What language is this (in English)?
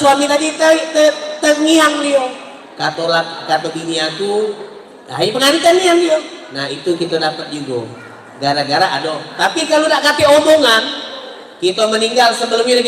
Musi